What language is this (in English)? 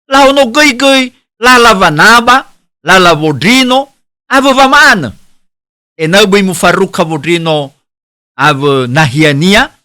Nias